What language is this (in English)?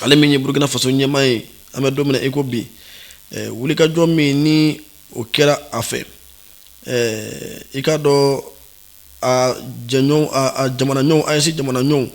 Bambara